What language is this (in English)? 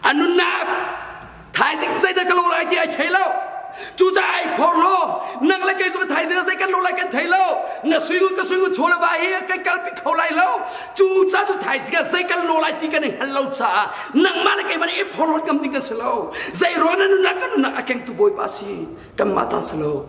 Hakha Chin